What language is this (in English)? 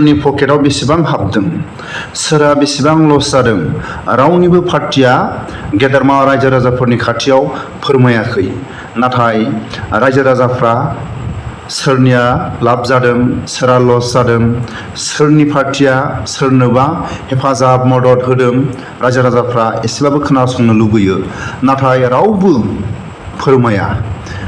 Bodo